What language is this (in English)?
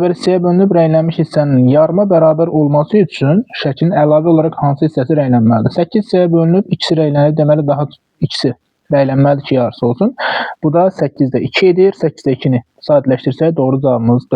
Azerbaijani